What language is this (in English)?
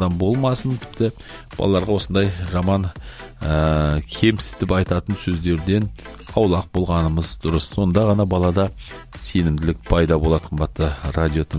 Kazakh